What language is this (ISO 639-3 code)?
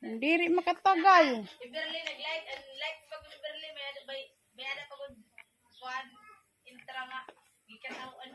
war